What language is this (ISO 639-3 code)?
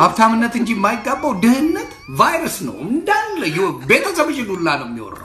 amh